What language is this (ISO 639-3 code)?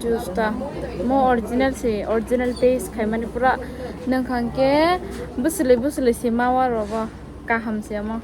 trp